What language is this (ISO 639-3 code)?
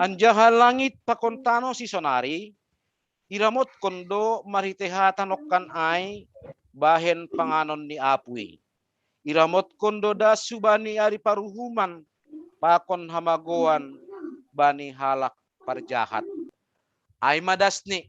bts